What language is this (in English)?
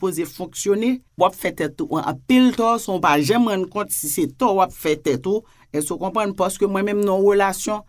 Haitian Creole